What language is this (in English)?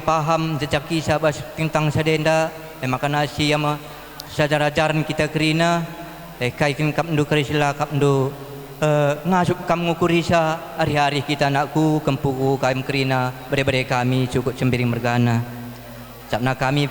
Batak Karo